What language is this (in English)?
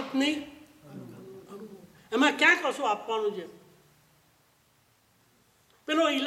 Gujarati